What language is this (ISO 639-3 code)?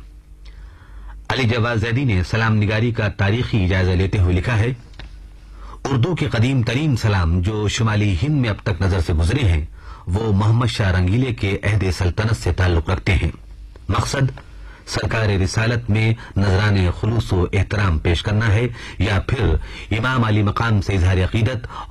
urd